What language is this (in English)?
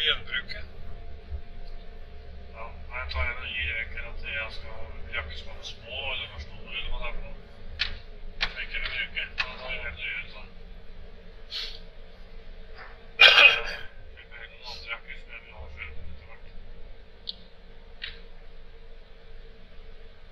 Norwegian